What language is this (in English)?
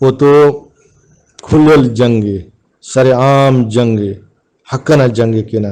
Brahui